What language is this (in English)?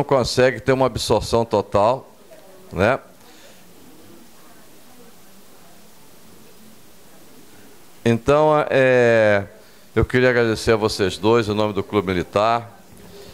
Portuguese